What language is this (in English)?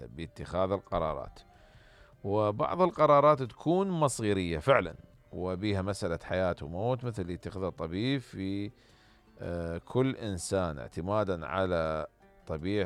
Mesopotamian Arabic